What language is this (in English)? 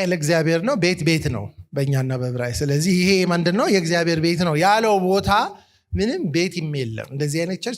Amharic